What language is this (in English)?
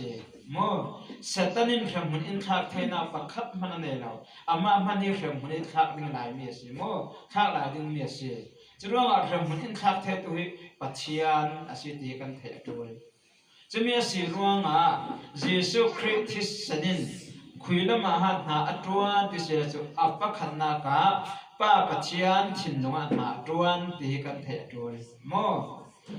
Falam Chin